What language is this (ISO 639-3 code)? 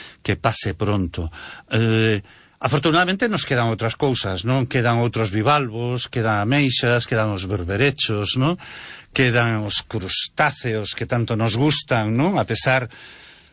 glg